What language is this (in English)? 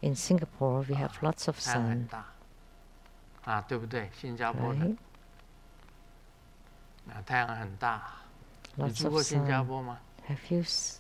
Chinese